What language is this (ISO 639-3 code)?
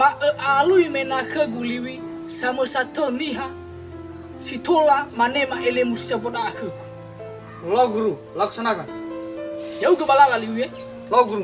nia